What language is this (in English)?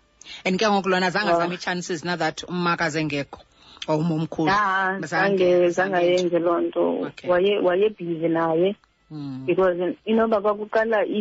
Xhosa